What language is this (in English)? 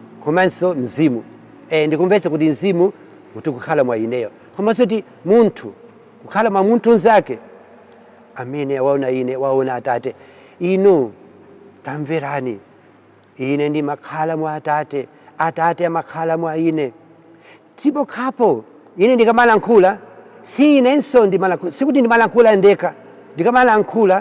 Nyanja